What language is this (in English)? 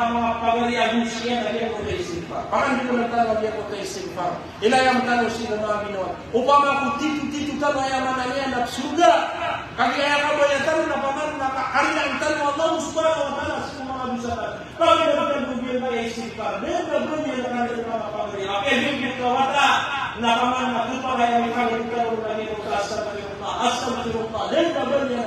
Maranao